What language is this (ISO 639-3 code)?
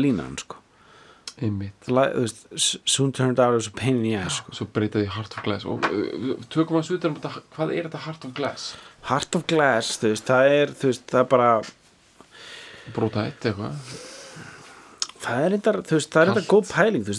isl